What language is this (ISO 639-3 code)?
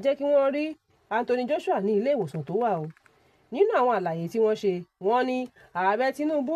yor